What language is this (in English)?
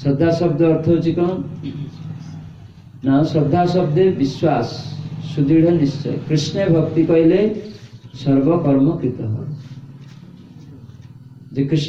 Odia